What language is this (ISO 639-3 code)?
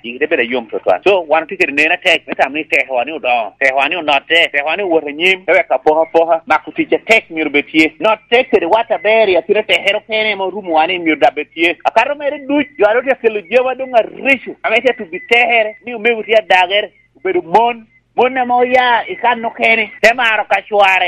laj